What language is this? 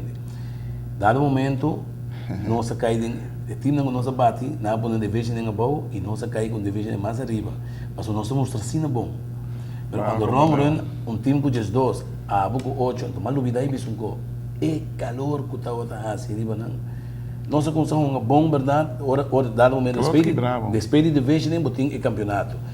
Papiamento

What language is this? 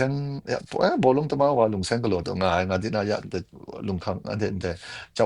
Kachin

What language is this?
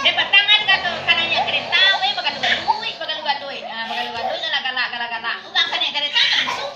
Minangkabau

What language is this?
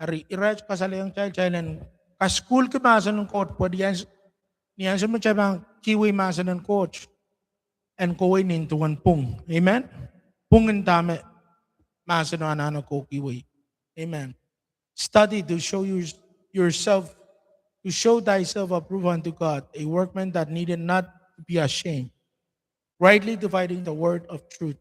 Pohnpeian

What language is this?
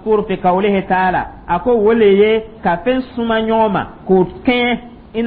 Dyula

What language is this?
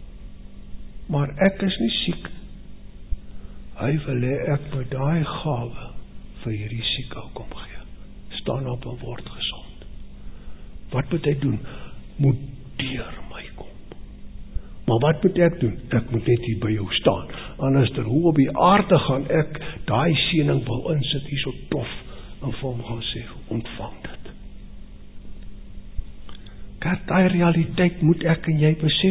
Afrikaans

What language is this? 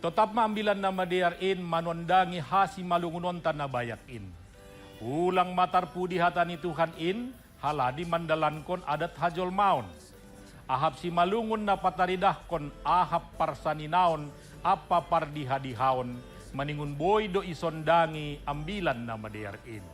Batak Simalungun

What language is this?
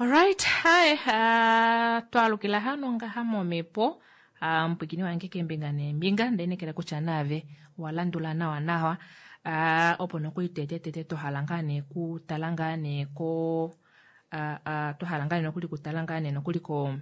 Kuanyama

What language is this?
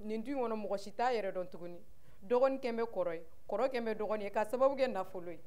Bambara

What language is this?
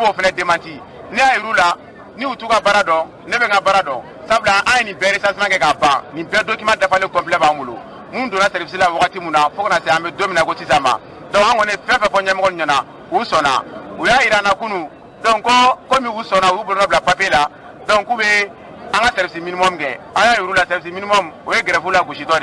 Bambara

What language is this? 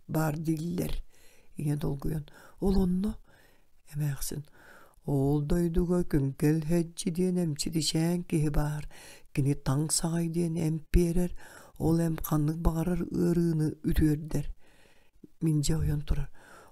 Yakut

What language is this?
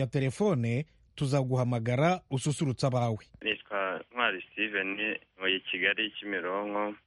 Kinyarwanda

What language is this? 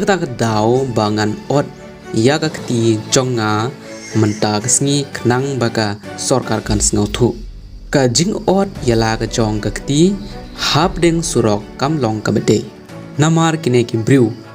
Khasi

